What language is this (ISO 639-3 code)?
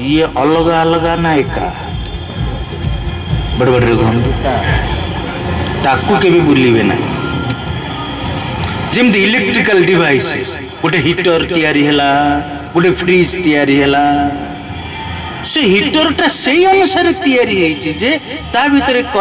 ori